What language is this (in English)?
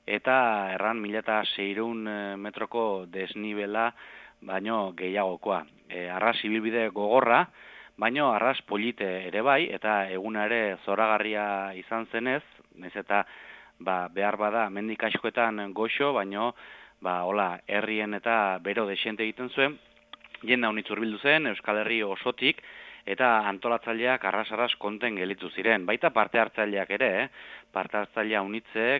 Basque